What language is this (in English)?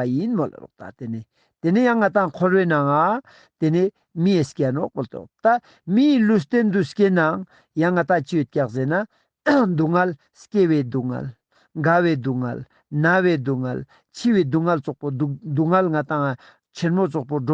Ladakhi